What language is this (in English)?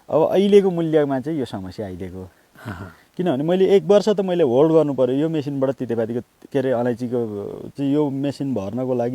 Nepali